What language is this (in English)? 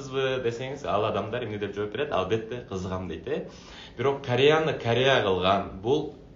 Kyrgyz